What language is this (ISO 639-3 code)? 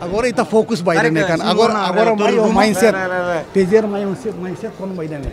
tet